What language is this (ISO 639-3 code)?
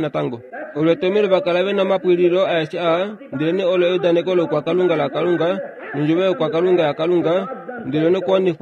kua